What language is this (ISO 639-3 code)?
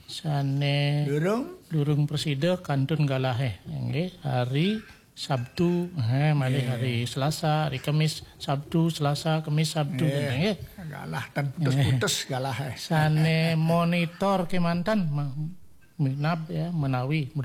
ban